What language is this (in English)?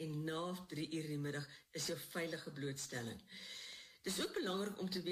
Afrikaans